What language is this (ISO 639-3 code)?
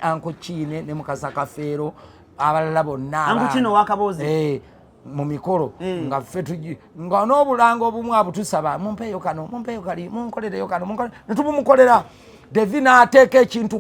lug